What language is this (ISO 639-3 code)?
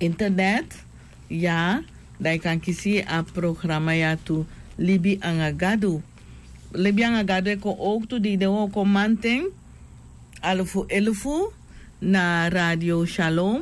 srn